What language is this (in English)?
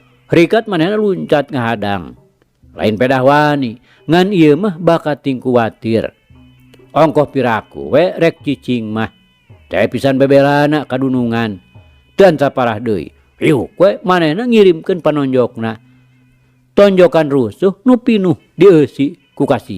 Sundanese